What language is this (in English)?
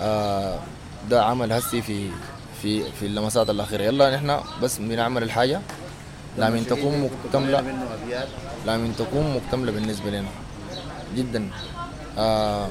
Sudanese Arabic